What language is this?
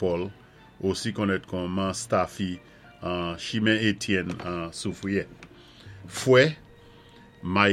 Saint Lucian Creole French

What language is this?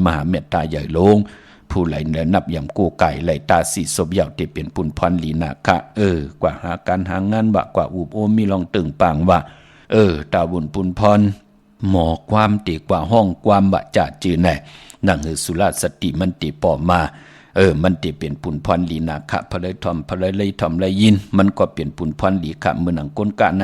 Shan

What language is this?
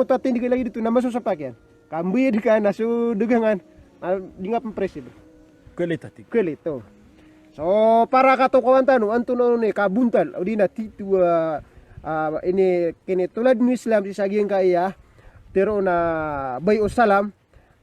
Maranao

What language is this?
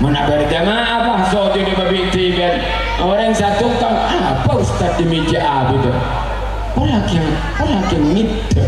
Madurese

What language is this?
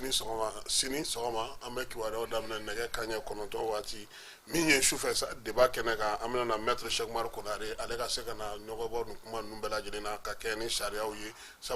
Bambara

